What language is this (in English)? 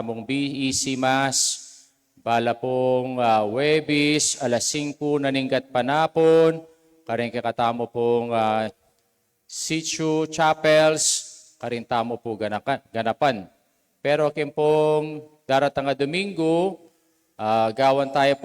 Pampanga